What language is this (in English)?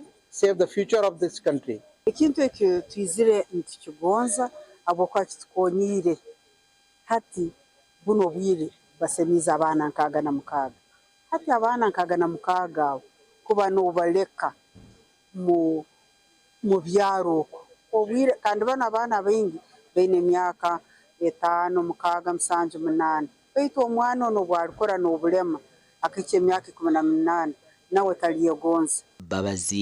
Nyankole